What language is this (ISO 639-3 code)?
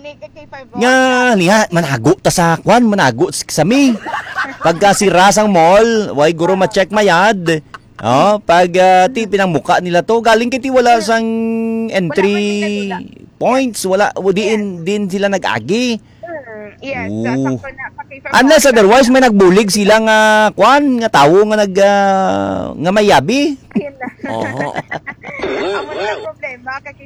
hil